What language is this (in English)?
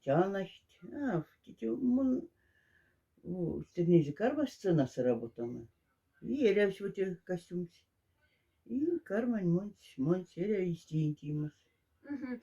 Moksha